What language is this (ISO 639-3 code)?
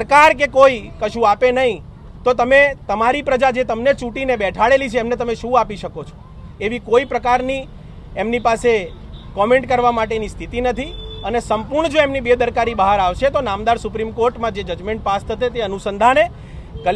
guj